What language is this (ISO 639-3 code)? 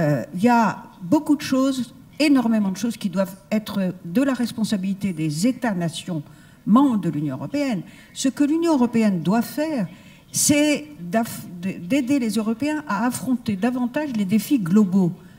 fra